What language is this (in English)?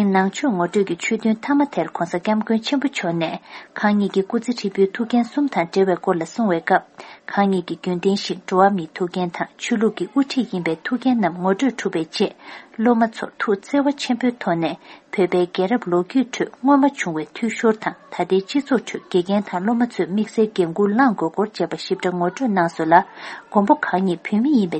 Tibetan